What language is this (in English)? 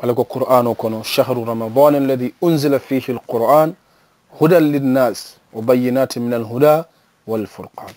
Mandingo